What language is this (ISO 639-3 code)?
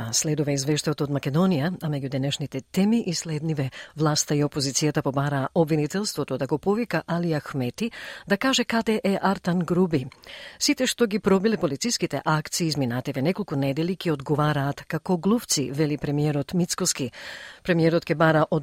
mkd